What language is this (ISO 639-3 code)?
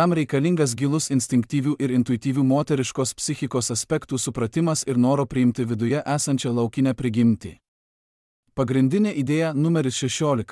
lit